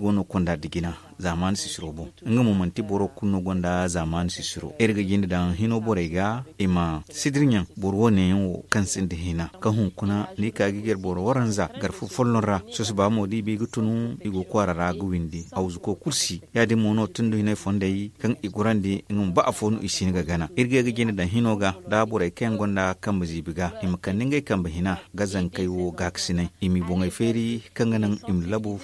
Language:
Zarma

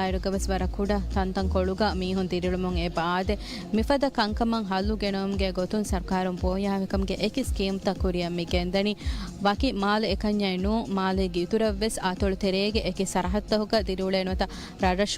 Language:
Divehi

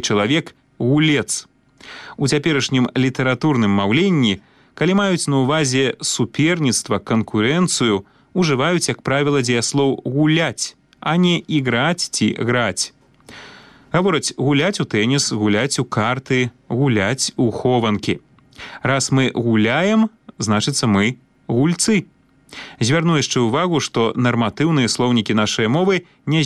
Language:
Belarusian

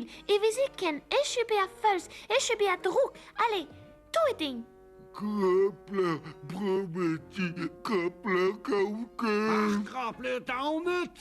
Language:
Breton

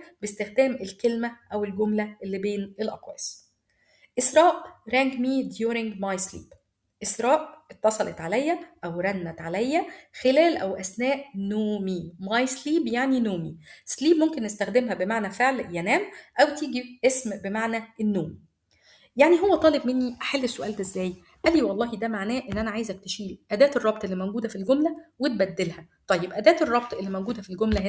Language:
Egyptian Arabic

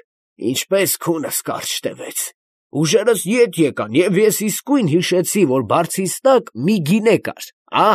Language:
Armenian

